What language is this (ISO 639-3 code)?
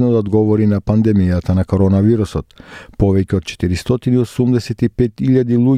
mkd